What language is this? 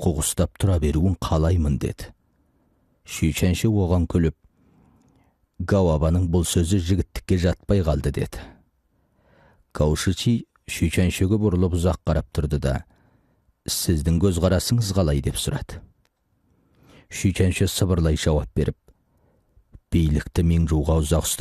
Kazakh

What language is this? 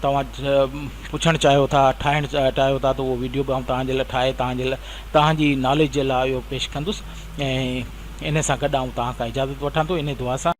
Sindhi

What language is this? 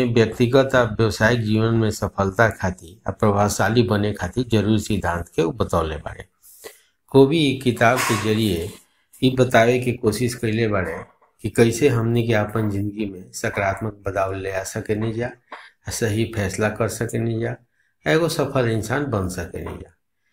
Bhojpuri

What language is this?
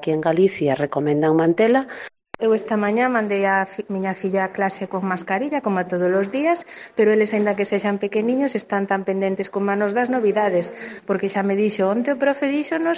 Galician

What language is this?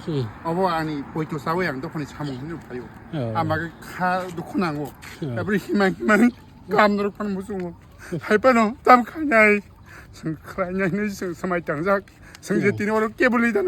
Kok Borok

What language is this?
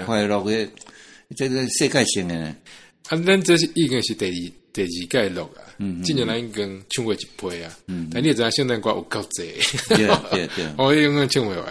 Min Nan Chinese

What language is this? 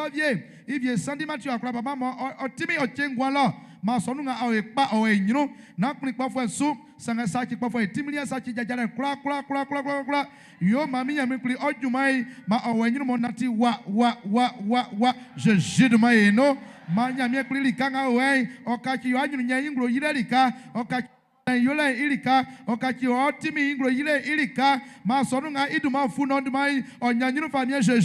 Baoulé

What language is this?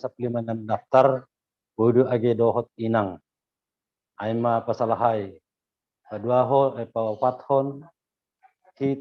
Batak Simalungun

